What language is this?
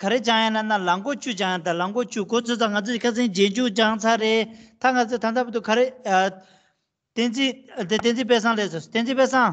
Tibetan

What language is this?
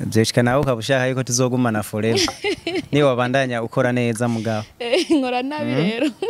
Rundi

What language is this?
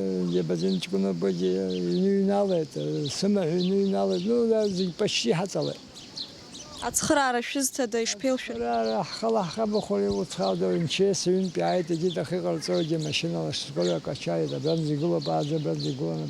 Abkhazian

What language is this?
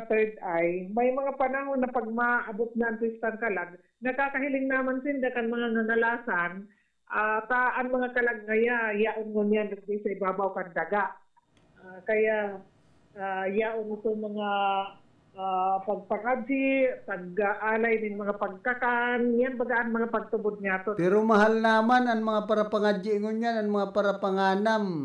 Bikol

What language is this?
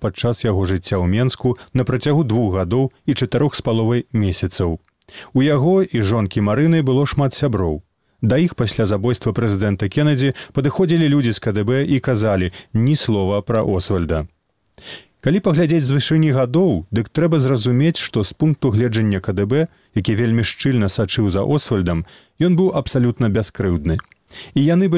Belarusian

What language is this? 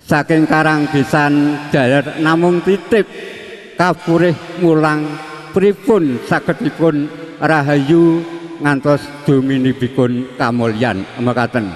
Javanese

